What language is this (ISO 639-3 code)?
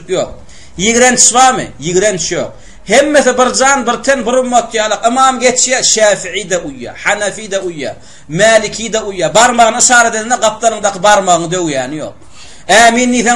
tuk